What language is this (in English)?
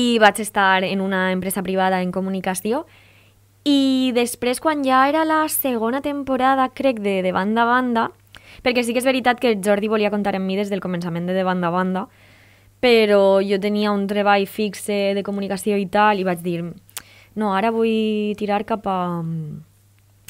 Catalan